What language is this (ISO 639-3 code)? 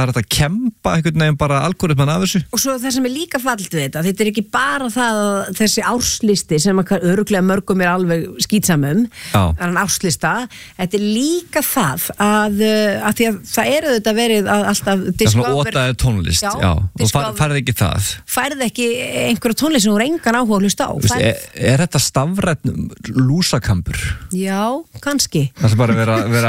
isl